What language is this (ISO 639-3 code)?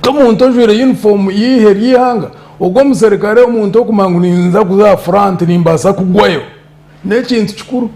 nyn